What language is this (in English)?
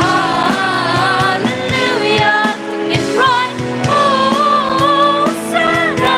Khasi